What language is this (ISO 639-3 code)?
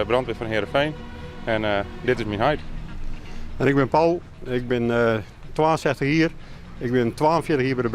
fry